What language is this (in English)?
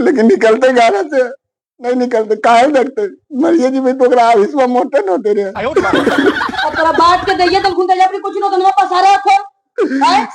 Magahi